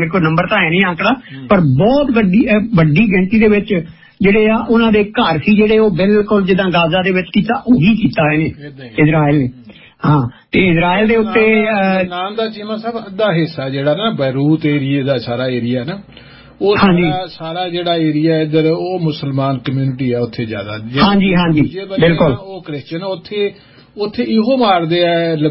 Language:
Punjabi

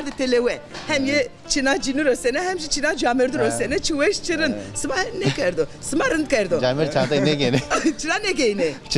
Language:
Zaza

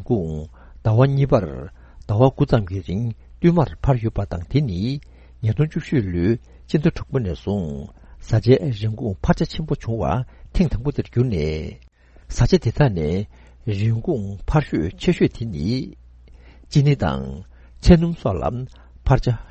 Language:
Tibetan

